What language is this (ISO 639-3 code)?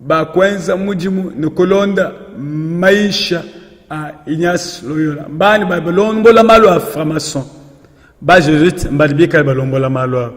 lua